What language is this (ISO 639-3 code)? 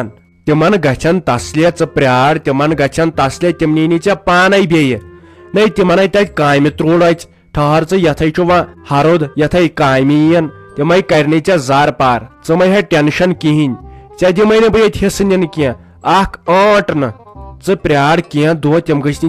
kas